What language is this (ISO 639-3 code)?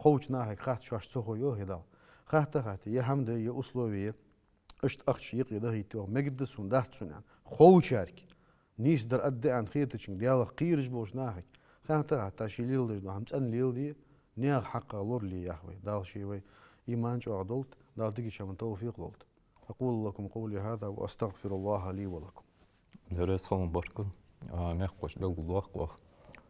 inh